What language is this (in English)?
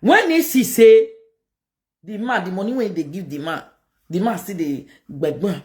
Nigerian Pidgin